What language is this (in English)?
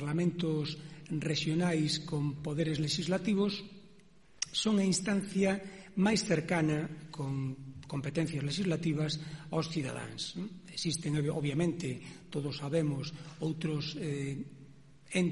Galician